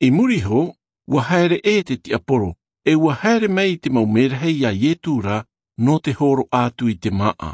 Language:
Tahitian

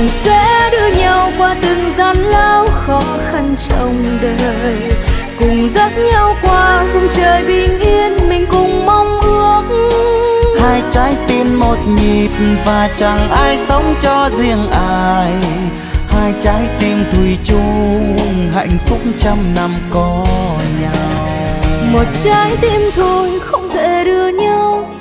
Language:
Vietnamese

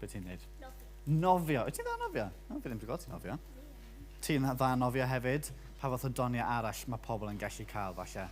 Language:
Welsh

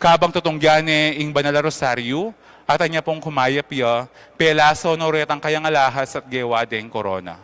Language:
Pampanga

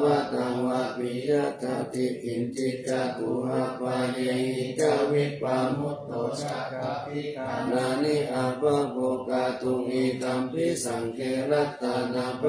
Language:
Pali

